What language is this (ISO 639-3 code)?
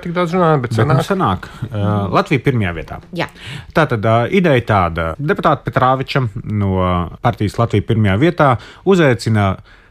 lav